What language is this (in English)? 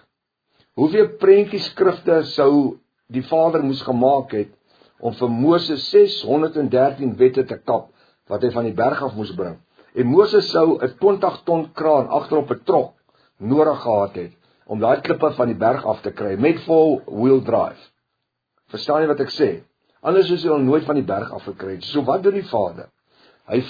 Afrikaans